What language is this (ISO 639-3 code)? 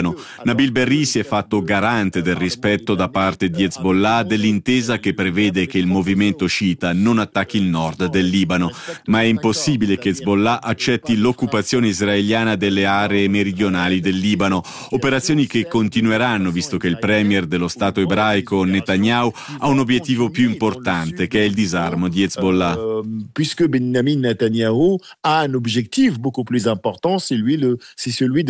ita